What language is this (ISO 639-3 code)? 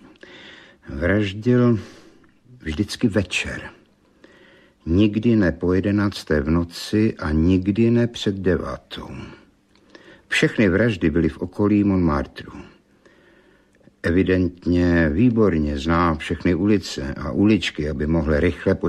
ces